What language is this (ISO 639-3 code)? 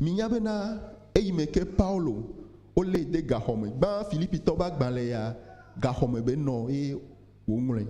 ewe